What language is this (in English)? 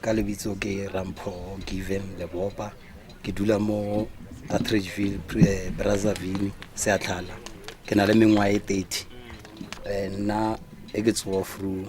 Tswana